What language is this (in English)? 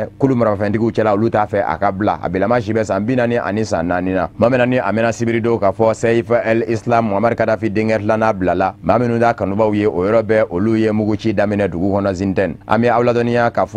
Bambara